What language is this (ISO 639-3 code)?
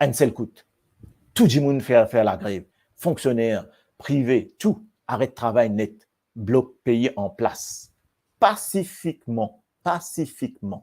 mfe